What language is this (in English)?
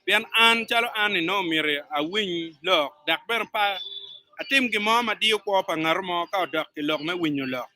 Acoli